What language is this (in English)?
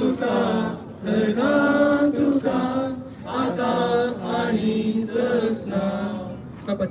Konkani